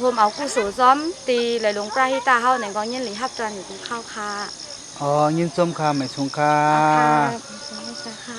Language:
Shan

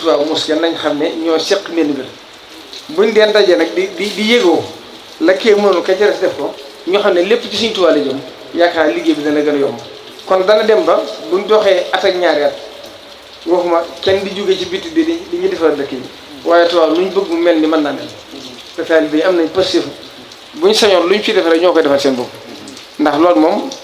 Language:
Wolof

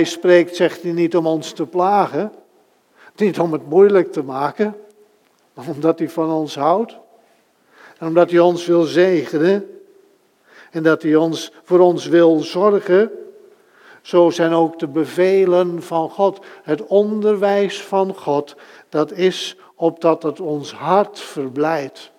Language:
Dutch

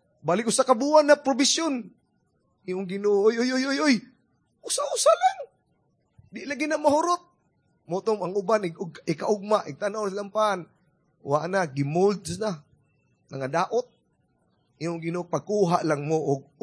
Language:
Cebuano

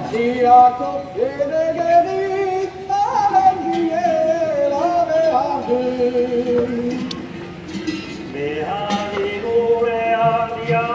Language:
Basque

